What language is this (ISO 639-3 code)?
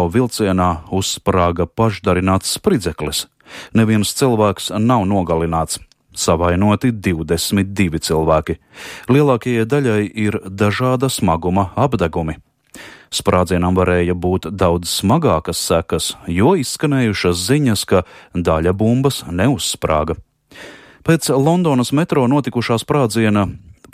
lav